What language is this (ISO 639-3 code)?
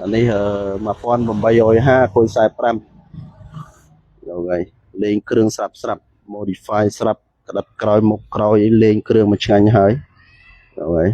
khm